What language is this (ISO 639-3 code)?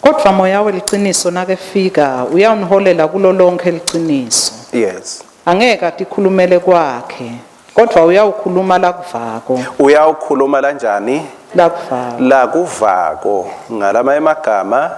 ssw